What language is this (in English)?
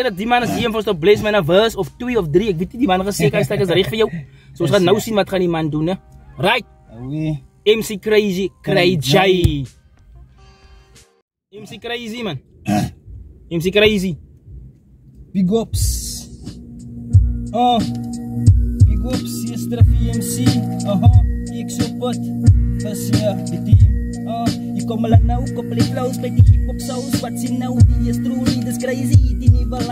Afrikaans